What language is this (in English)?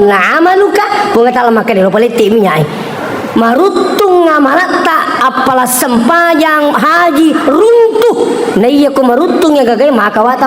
Buginese